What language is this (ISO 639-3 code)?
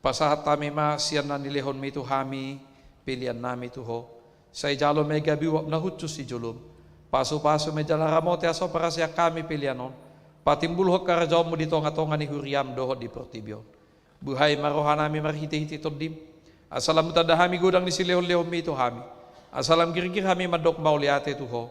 bbc